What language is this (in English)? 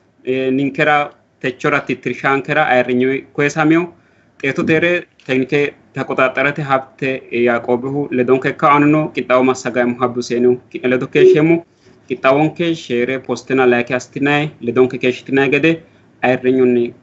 Sidamo